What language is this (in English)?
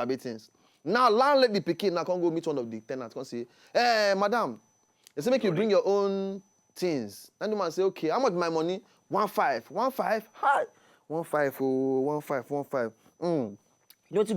Nigerian Pidgin